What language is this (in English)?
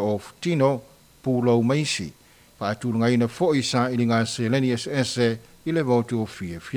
Samoan